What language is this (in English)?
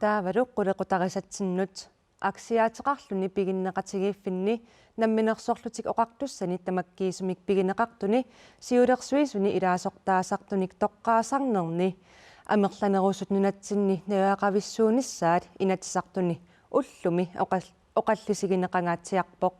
Kalaallisut